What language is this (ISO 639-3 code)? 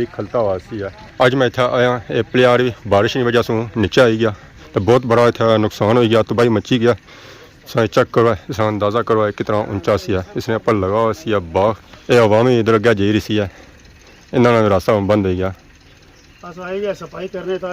phr